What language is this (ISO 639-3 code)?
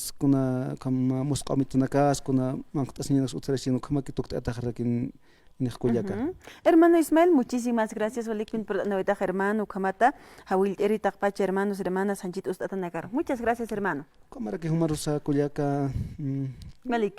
aym